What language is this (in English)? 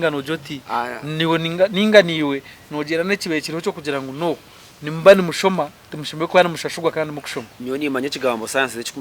Nyankole